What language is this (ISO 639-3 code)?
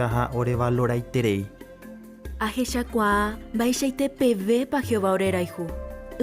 grn